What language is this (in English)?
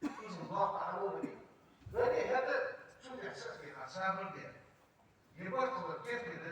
Ingush